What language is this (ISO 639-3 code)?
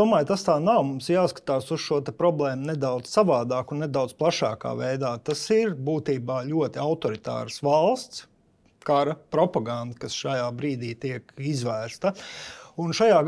lav